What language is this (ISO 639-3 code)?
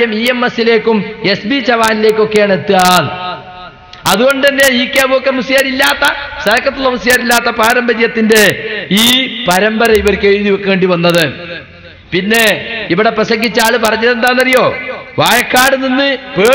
mal